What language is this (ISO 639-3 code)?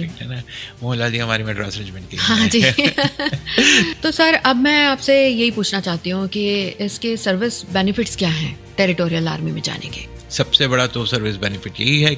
hin